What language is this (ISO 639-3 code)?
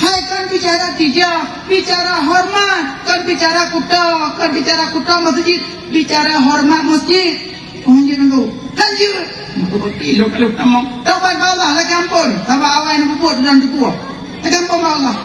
ace